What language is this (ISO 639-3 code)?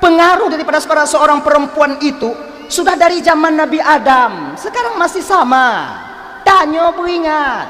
ace